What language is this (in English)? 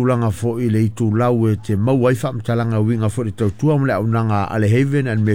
Samoan